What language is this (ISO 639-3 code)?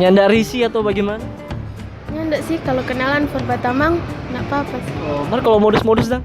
xmm